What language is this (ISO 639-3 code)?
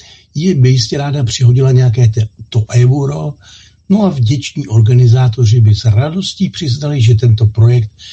ces